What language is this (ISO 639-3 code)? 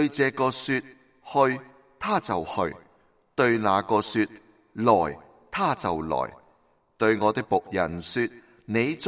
yue